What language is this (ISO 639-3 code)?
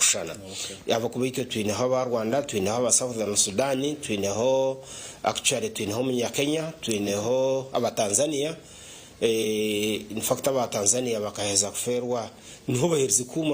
nyn